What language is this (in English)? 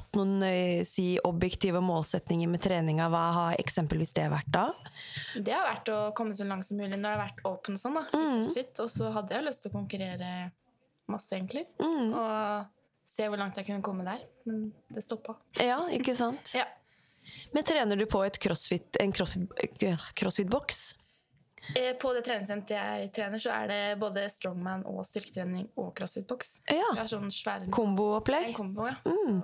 Norwegian